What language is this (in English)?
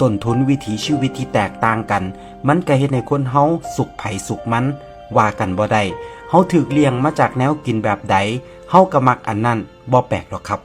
Northeastern Thai